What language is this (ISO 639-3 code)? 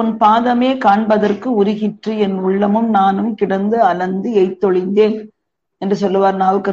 tam